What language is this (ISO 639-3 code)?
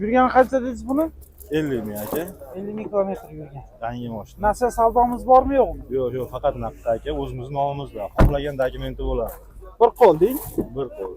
uzb